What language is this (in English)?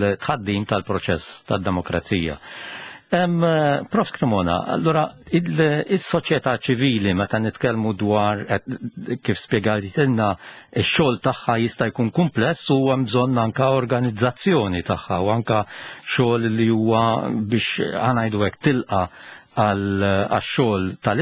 Maltese